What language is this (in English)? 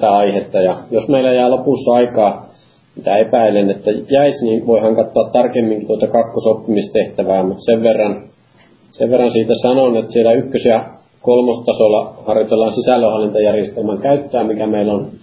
Finnish